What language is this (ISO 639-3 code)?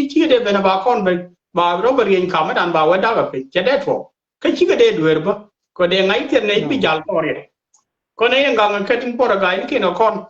nus